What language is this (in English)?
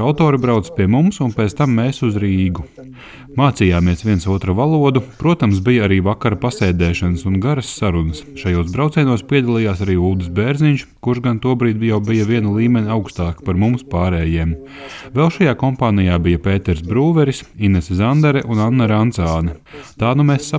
Latvian